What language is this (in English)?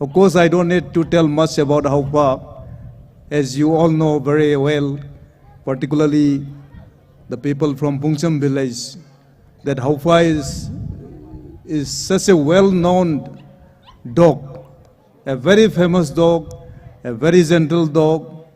Tangkhul Naga (India)